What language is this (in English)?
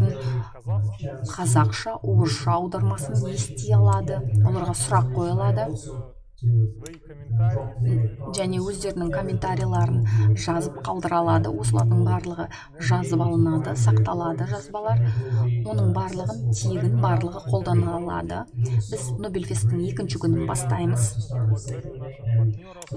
Kazakh